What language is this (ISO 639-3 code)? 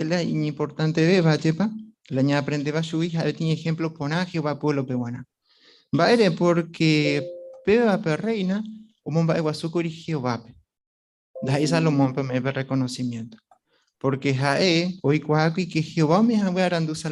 grn